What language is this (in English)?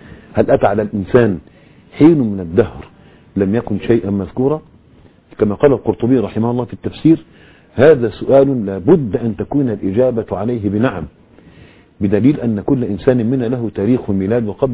Arabic